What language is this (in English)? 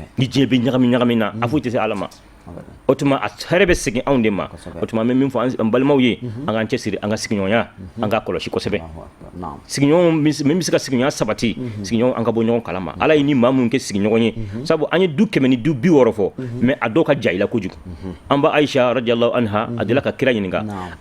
Bambara